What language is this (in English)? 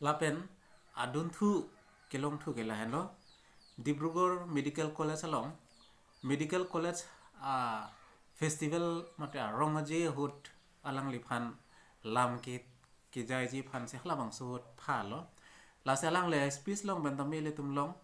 Karbi